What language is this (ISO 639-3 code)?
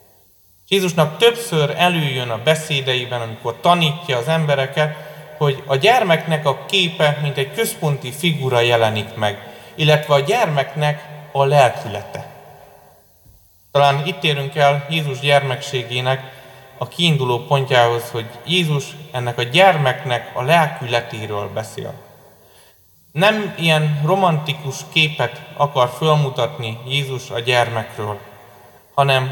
hun